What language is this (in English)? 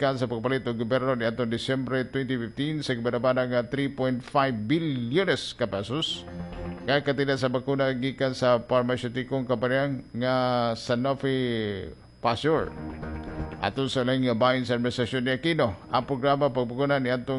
Cebuano